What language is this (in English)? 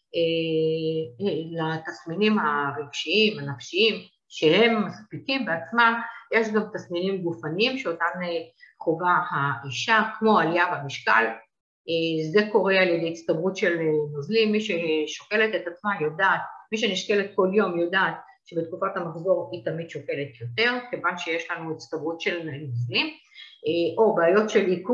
Hebrew